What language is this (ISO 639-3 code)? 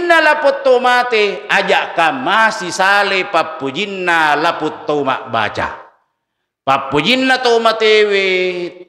bug